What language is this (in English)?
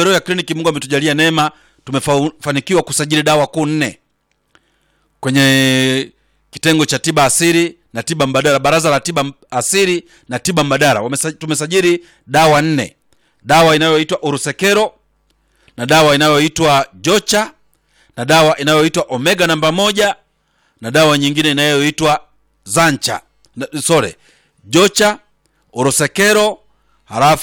Swahili